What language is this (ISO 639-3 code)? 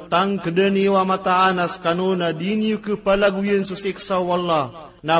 mrw